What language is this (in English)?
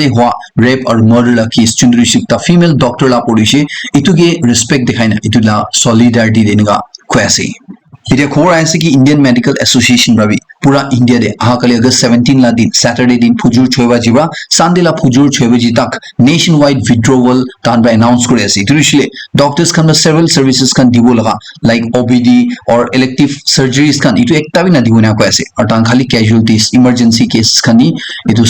Naga Pidgin